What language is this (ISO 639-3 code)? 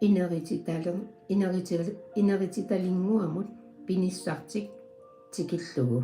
kal